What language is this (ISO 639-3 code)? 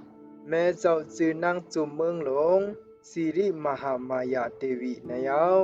shn